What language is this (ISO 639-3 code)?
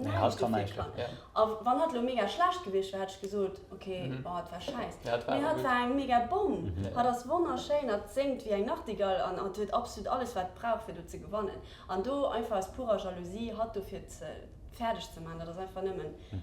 ltz